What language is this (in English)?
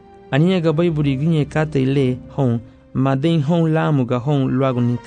Garifuna